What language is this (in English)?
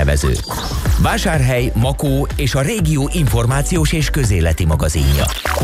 Hungarian